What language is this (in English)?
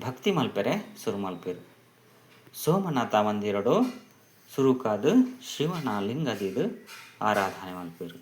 Tulu